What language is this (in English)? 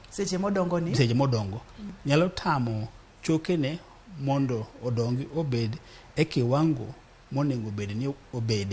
Luo (Kenya and Tanzania)